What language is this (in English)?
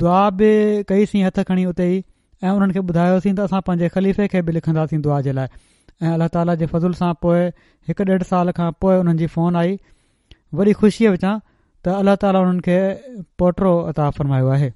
Sindhi